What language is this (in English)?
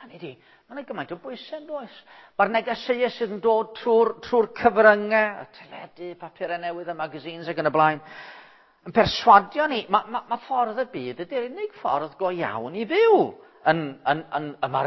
Welsh